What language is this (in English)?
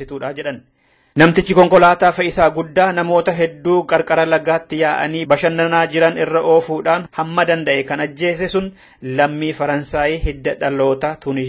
Oromo